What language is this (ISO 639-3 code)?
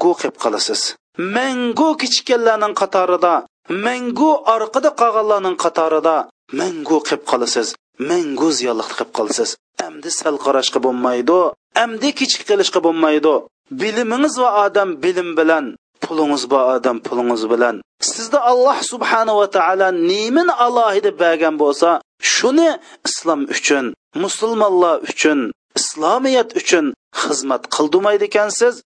uig